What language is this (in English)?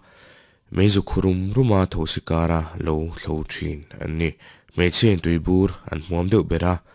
Mizo